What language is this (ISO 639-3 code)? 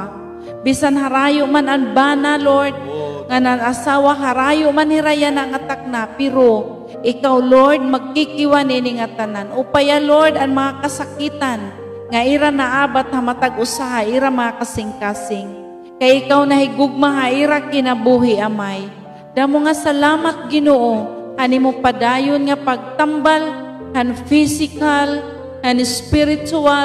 war